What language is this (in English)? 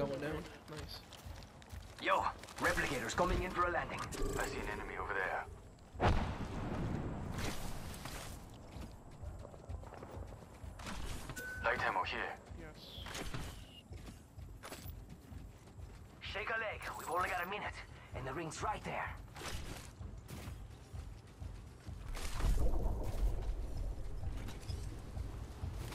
English